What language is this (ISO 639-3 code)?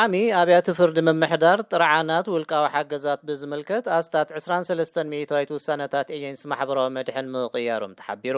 tir